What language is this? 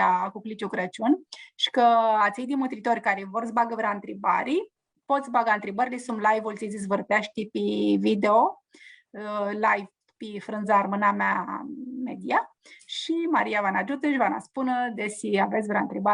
Aromanian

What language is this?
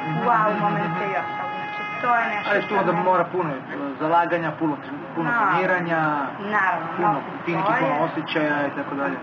Serbian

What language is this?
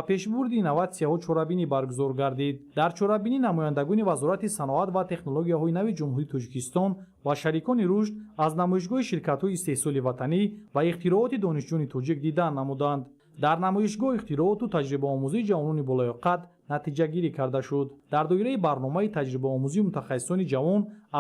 Tajik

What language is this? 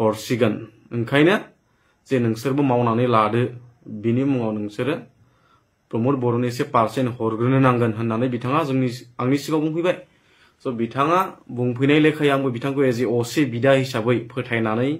Bodo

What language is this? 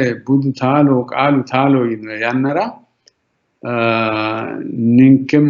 Sidamo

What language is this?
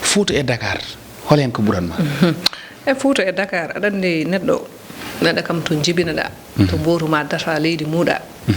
Fula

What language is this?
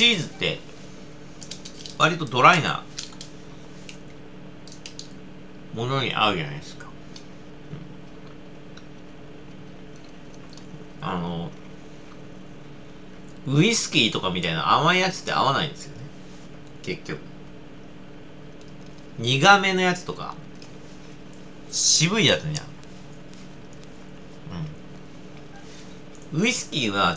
Japanese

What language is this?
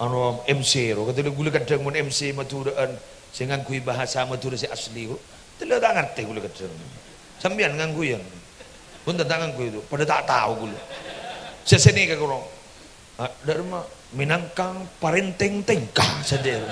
Madurese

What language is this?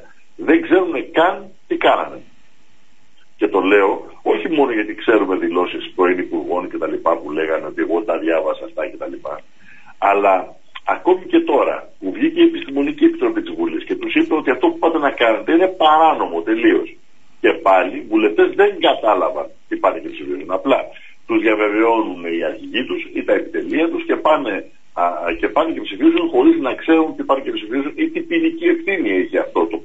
Greek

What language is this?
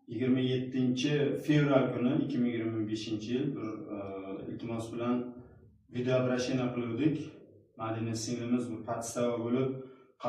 Uzbek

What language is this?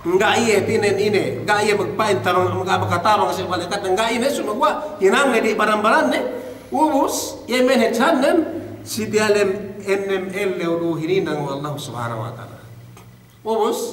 Yakan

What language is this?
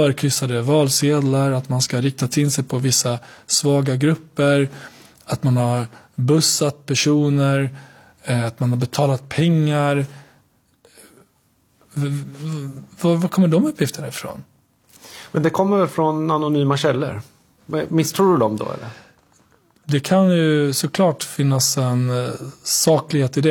Swedish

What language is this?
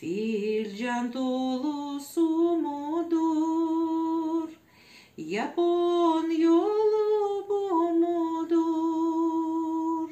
Crimean Tatar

